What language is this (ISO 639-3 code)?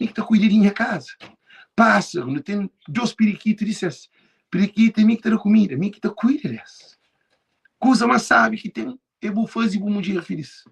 kea